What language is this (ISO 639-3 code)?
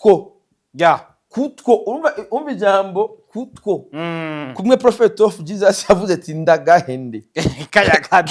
run